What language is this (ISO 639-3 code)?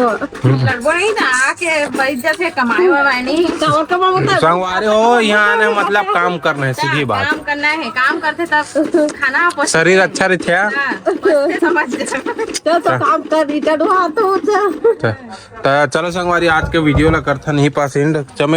hne